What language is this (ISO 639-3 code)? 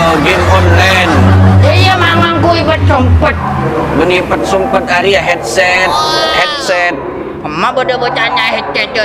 mad